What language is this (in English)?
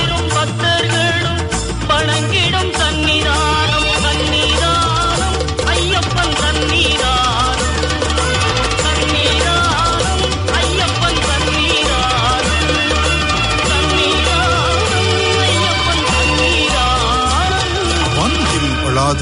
Tamil